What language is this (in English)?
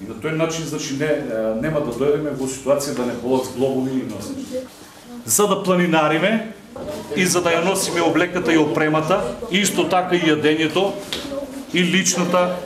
Macedonian